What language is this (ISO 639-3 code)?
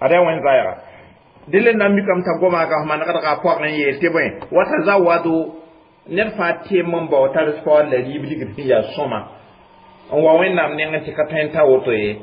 mos